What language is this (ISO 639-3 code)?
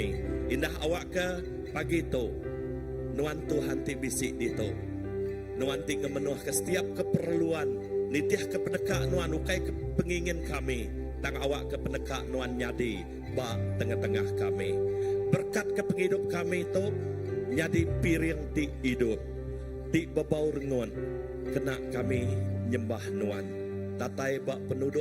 iba